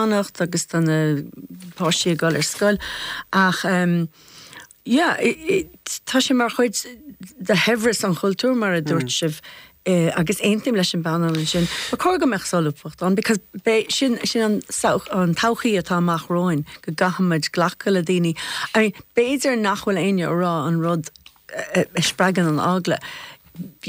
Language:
Irish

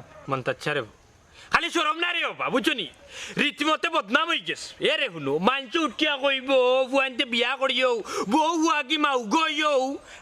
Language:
Sylheti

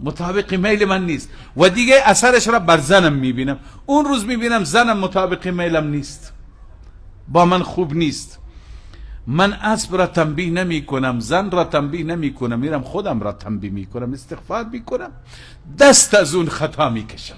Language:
Persian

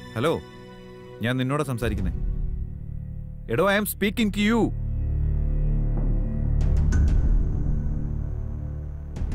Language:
Malayalam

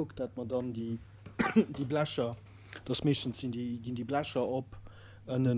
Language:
Luxembourgish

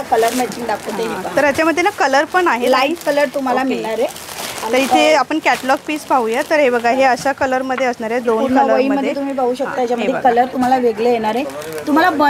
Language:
Marathi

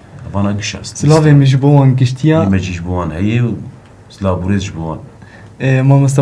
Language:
Kurdish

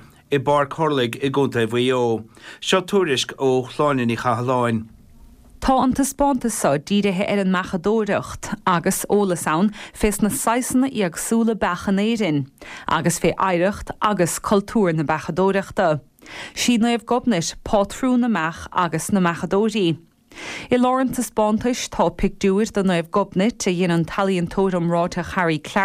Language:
Irish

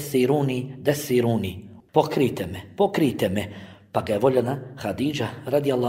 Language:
Bosnian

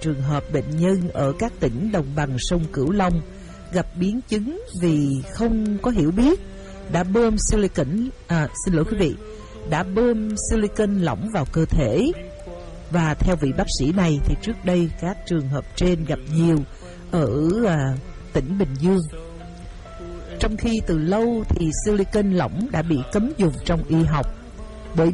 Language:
Vietnamese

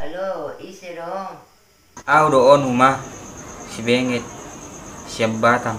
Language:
Batak Toba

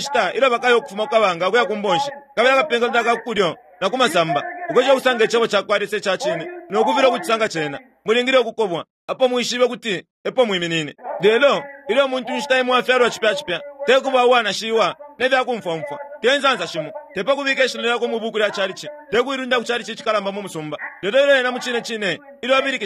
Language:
Bemba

